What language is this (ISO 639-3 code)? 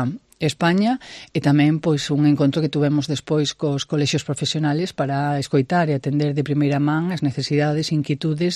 glg